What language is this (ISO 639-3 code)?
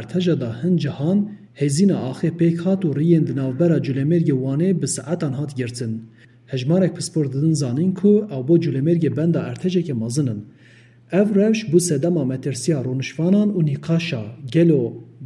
kur